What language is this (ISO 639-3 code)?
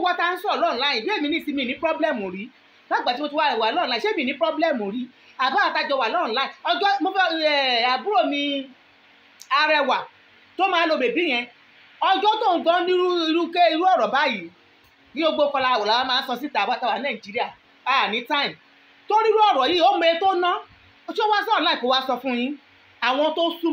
yor